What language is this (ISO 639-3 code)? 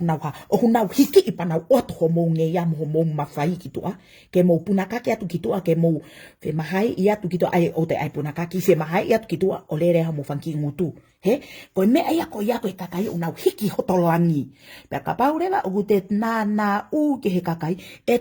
ton